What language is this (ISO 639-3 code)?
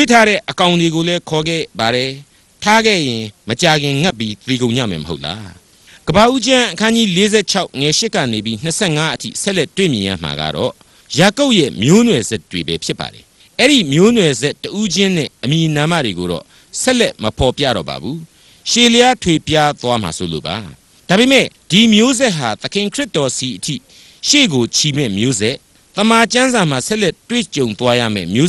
mya